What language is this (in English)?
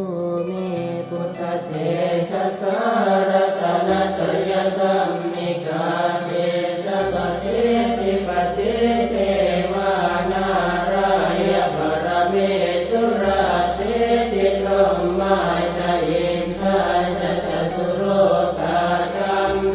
Pali